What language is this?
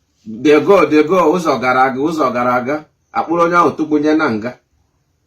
Igbo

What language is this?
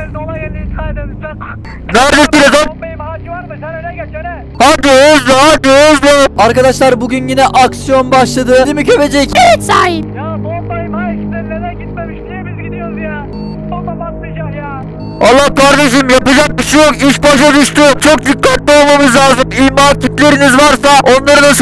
Turkish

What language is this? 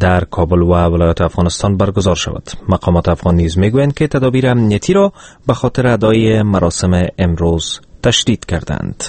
Persian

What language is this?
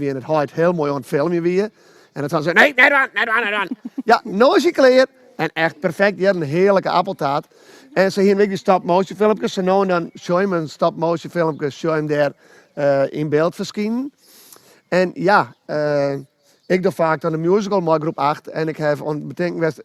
Western Frisian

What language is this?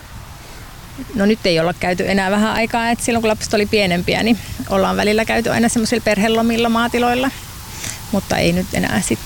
Finnish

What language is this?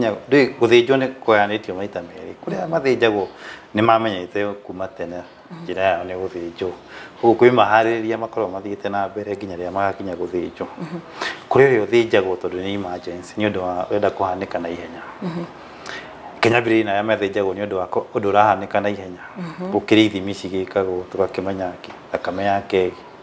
Kikuyu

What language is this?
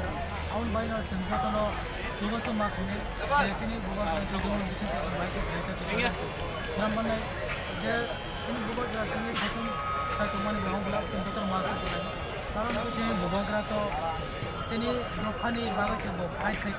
Kok Borok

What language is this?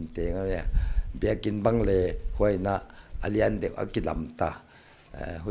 Paite Chin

